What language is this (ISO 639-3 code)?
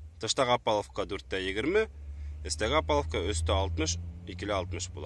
bak